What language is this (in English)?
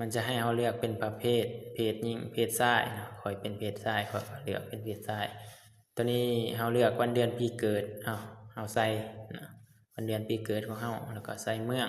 Lao